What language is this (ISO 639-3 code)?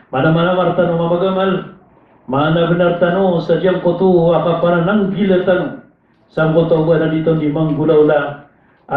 mrw